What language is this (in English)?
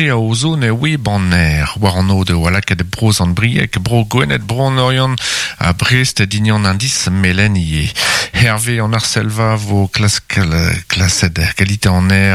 Breton